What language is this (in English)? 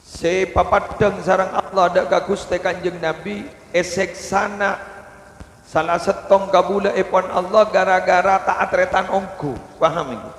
Madurese